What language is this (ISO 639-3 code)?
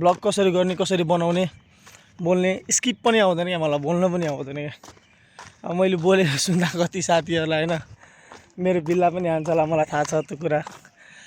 nep